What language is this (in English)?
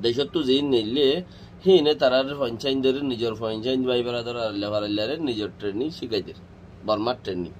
Rohingya